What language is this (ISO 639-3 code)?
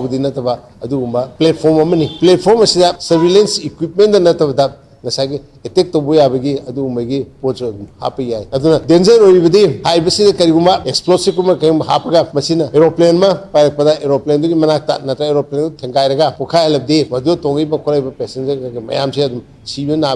mni